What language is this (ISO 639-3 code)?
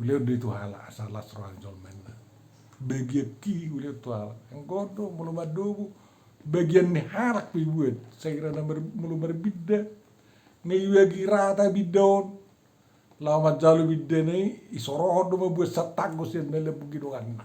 bbc